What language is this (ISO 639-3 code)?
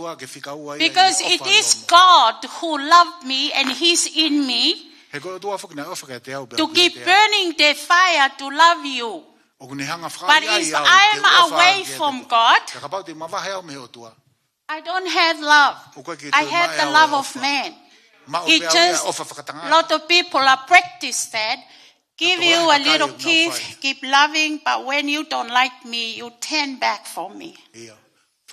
ton